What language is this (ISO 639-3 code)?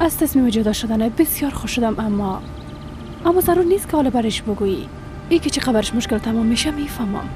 fas